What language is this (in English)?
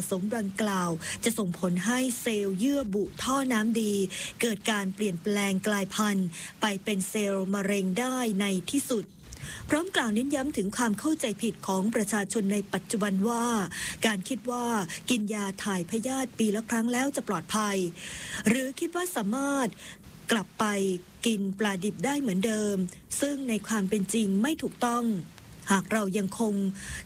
Thai